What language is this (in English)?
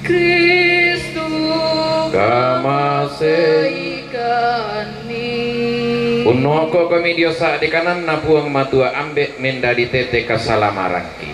Toraja-Sa'dan